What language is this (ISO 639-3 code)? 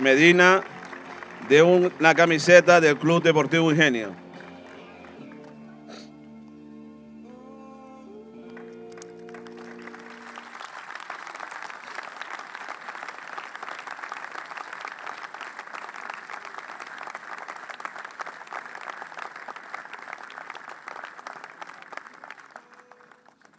spa